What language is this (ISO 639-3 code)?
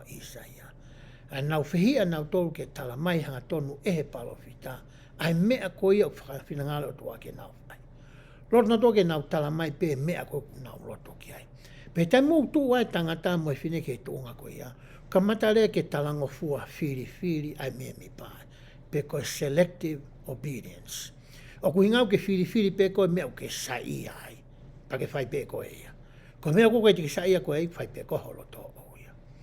ton